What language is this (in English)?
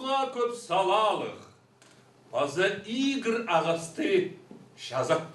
Khakas